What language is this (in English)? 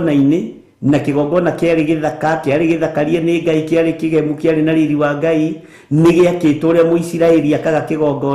Kikuyu